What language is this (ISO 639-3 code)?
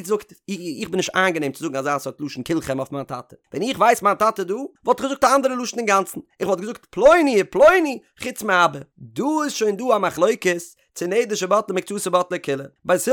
yid